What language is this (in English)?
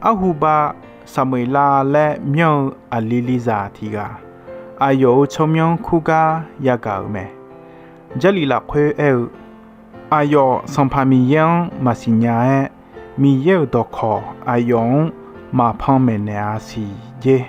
Akha